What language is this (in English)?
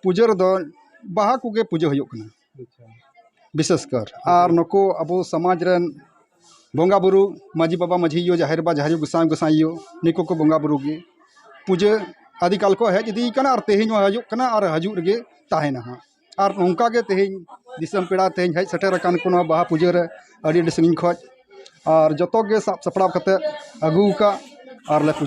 Santali